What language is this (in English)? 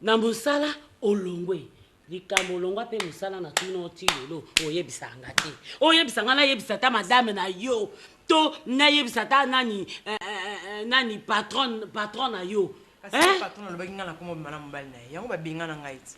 Lingala